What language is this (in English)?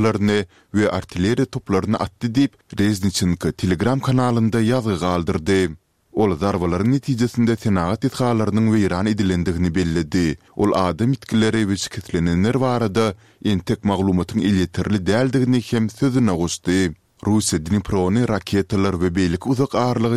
Turkmen